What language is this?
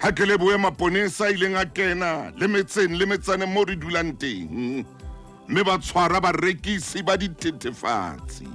Southern Sotho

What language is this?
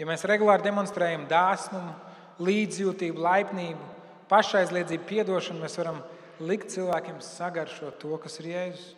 Latvian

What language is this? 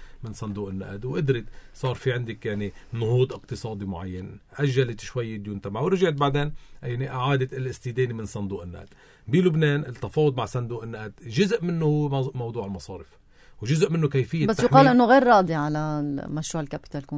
North Levantine Arabic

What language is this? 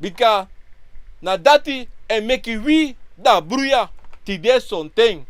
Sranan Tongo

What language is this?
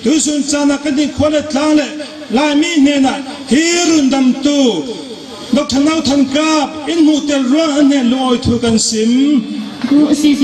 Falam Chin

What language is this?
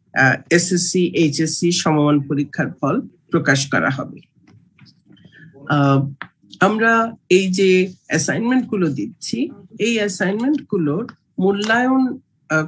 Bangla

